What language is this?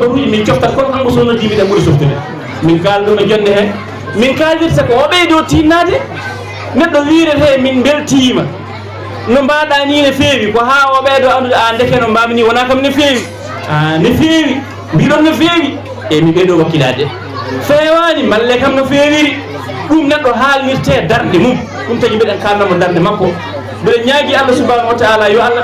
Fula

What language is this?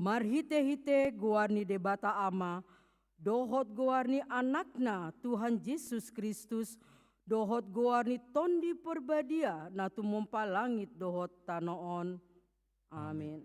Batak Toba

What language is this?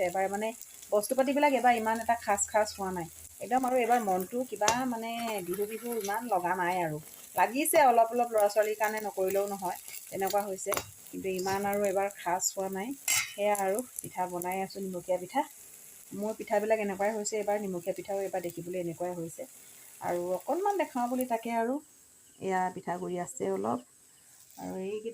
Assamese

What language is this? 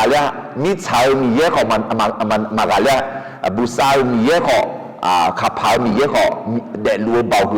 Akha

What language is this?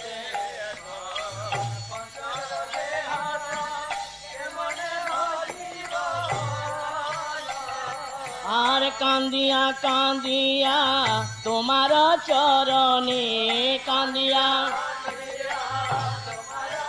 Bangla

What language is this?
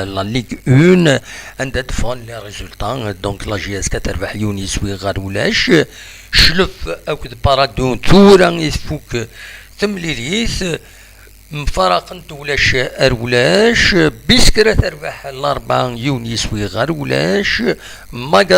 Kabyle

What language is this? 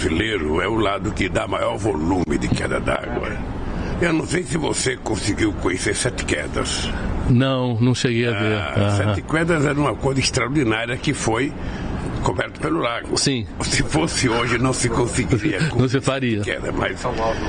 Portuguese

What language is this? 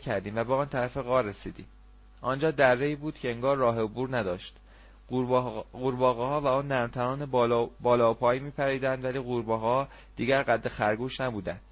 Persian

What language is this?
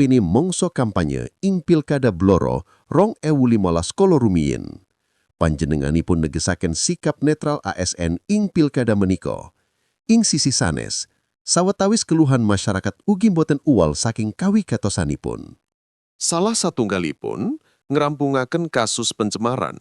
Javanese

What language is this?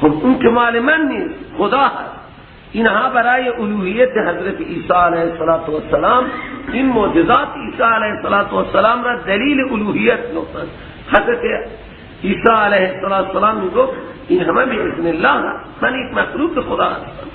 Persian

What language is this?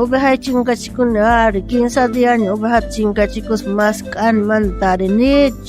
South Bolivian Quechua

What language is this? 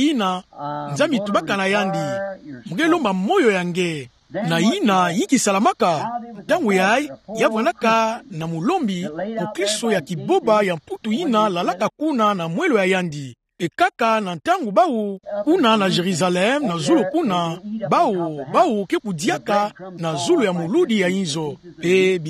Kituba (Democratic Republic of Congo)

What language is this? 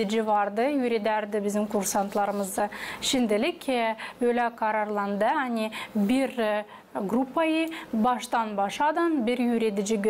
Gagauz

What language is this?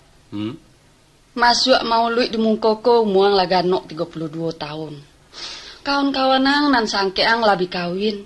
Minangkabau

